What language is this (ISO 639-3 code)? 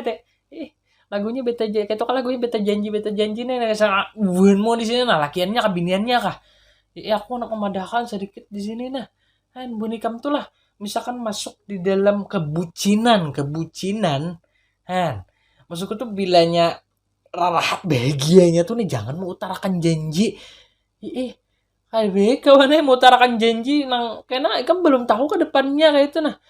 bjn